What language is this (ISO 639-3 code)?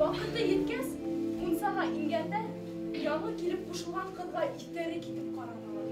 bak